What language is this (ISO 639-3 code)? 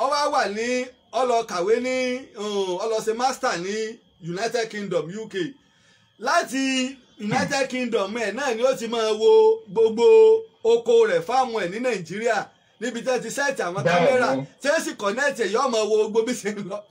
yor